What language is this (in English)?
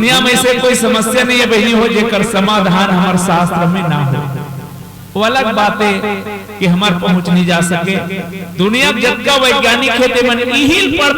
Chhattisgarhi